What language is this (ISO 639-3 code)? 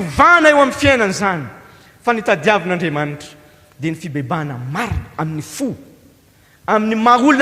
mlg